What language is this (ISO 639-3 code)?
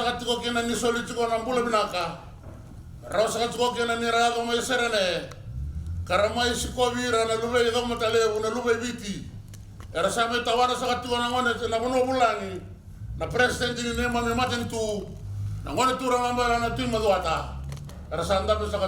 fij